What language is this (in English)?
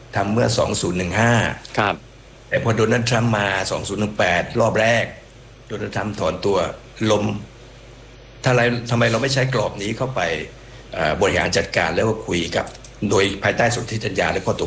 Thai